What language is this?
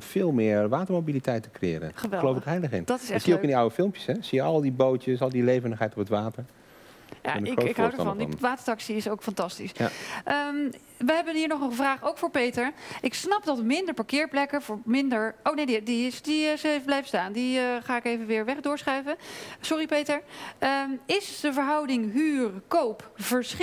Dutch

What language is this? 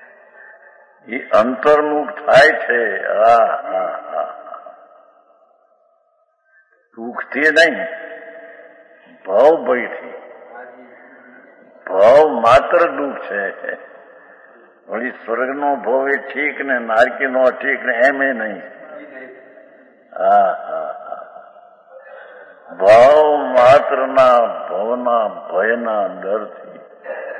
Gujarati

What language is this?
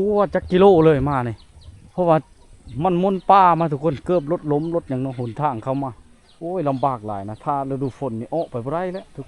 Lao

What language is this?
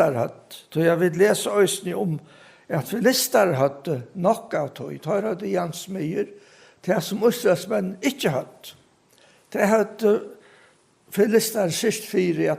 Faroese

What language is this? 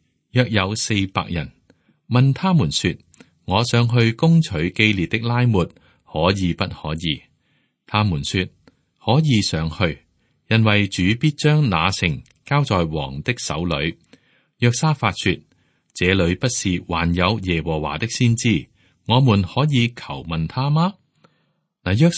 Cantonese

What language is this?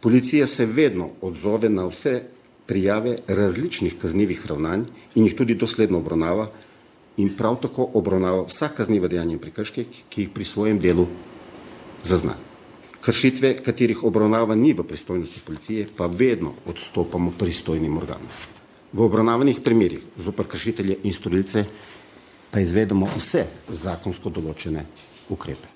Slovenian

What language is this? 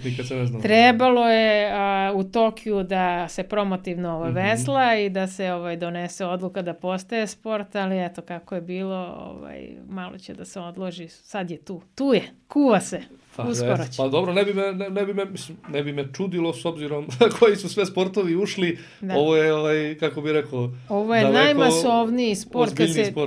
Serbian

